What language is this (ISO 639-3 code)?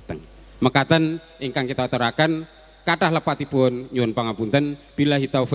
jav